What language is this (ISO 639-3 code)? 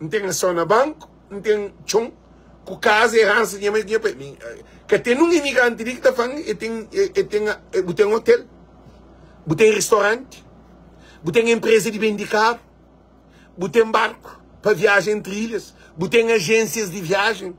kea